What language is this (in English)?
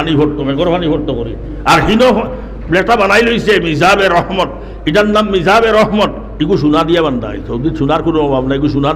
Sylheti